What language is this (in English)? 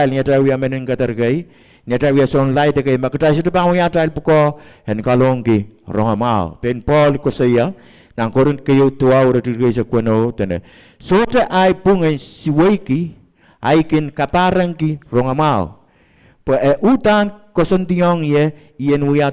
Pohnpeian